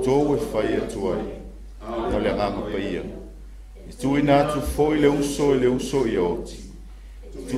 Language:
Samoan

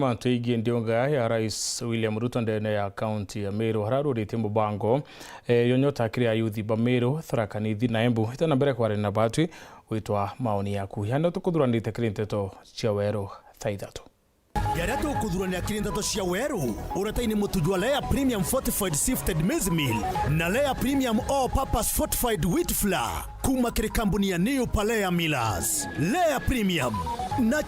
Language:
Meru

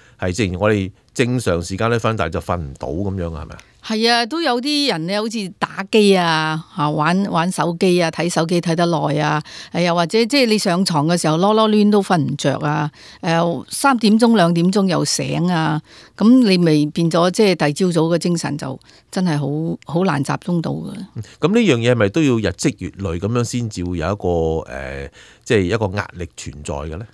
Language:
Cantonese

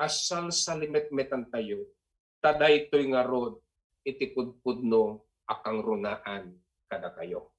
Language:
Iloko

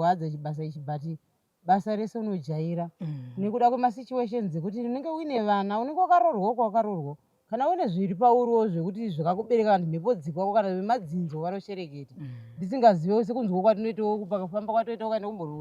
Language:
Shona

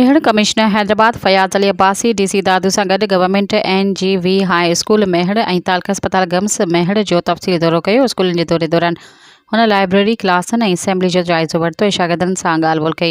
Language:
Sindhi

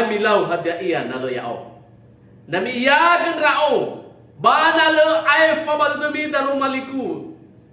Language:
Nias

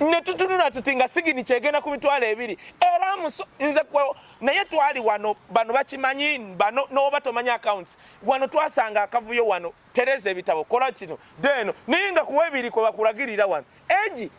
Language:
Ganda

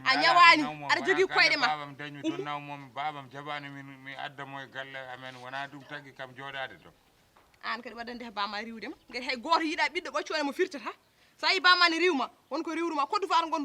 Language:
Fula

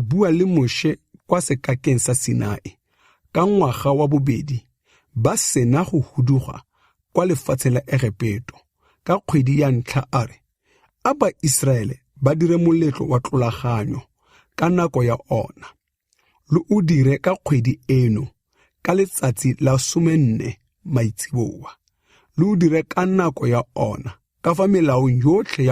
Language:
Tswana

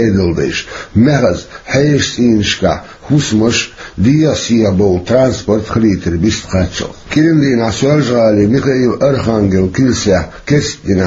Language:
Chechen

